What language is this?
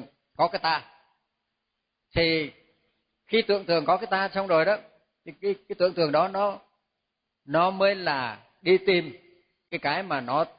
Vietnamese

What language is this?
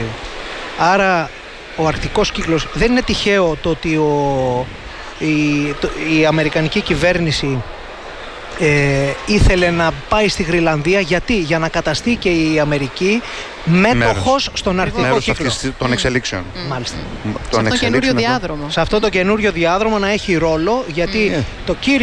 Greek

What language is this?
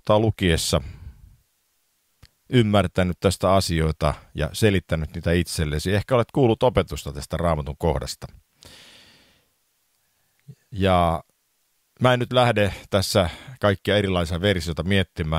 Finnish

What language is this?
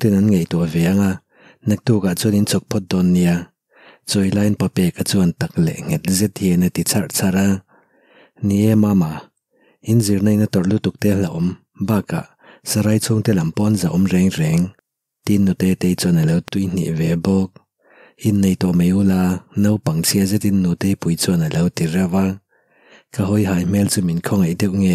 Mizo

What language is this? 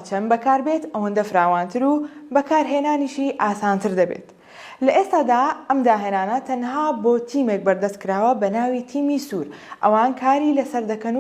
Central Kurdish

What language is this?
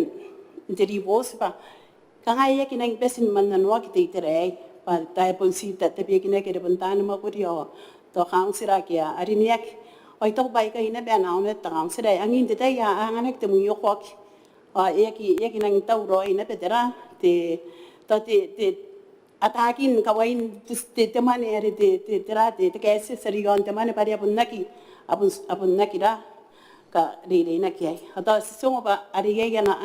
Gilbertese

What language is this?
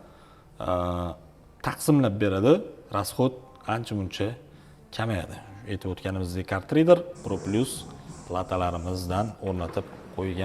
Uzbek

